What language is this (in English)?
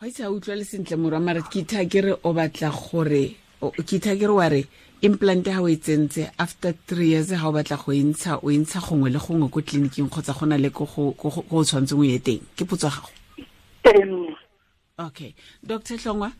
Tswana